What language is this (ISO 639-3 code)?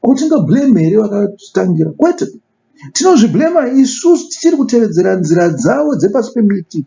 sna